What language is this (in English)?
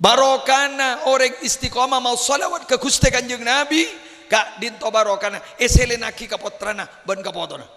Madurese